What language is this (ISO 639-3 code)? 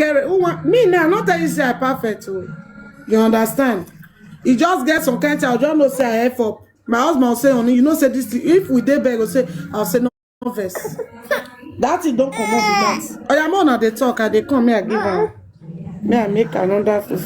pcm